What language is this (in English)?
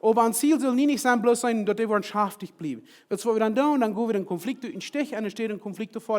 Plautdietsch